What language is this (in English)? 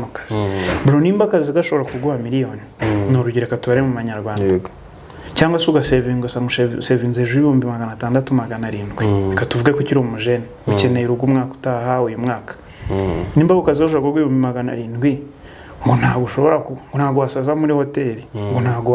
Kinyarwanda